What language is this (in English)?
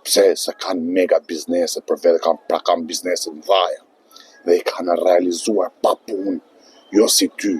Albanian